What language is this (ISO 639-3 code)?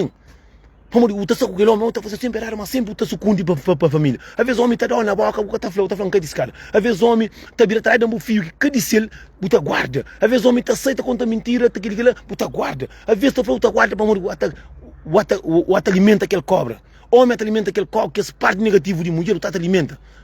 kea